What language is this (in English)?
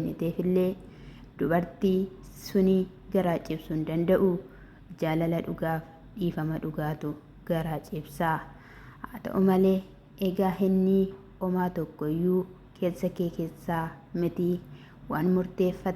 Oromo